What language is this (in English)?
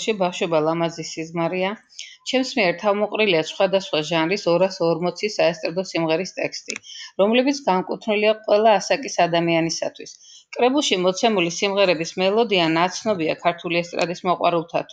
Georgian